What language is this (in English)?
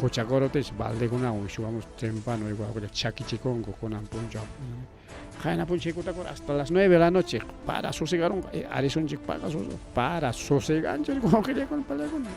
Ayacucho Quechua